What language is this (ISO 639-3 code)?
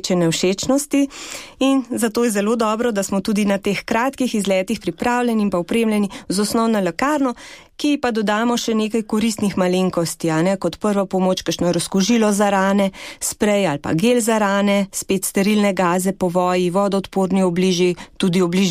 slv